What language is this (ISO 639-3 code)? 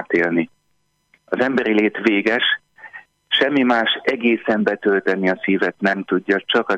hun